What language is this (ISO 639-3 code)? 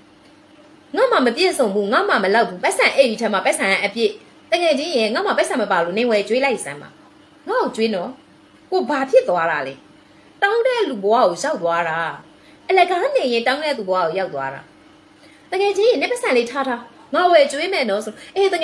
mya